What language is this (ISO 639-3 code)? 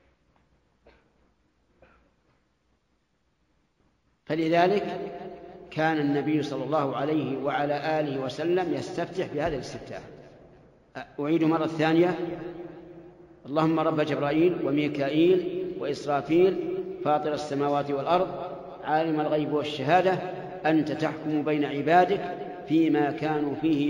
ara